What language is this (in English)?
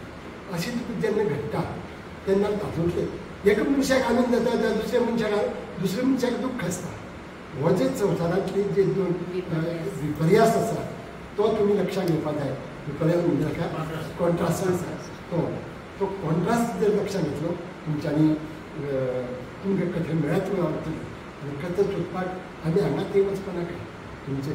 Konkani